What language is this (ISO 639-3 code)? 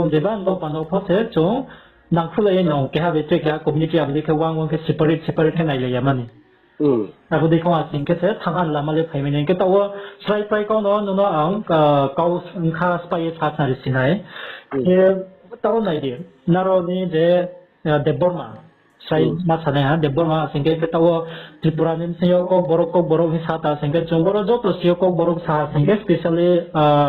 ria